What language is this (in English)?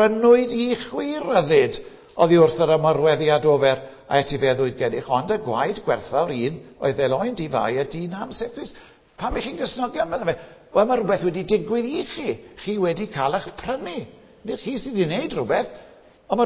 Welsh